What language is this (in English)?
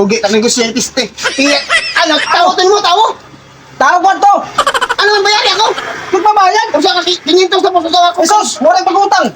Waray